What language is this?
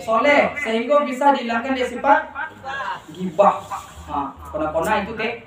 Minangkabau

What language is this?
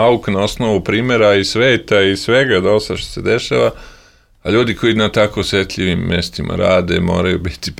Serbian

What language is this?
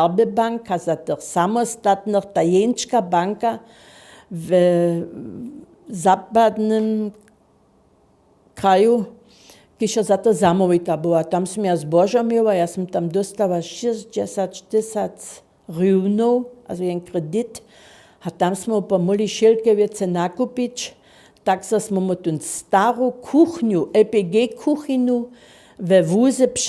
Upper Sorbian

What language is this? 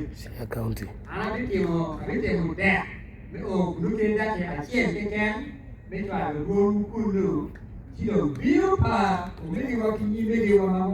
Acoli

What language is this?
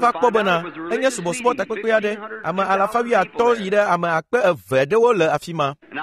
Ewe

